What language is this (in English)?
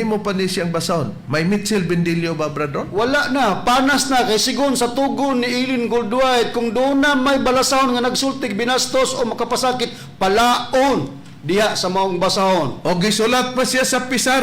Cebuano